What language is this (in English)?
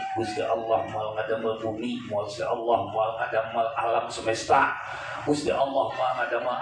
Sundanese